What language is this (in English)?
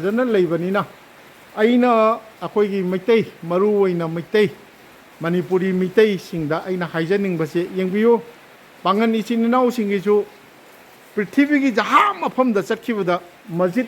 Manipuri